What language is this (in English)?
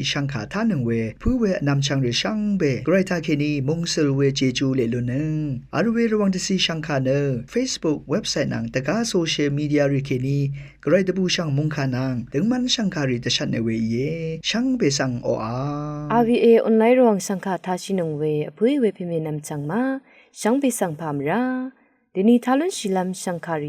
Rawang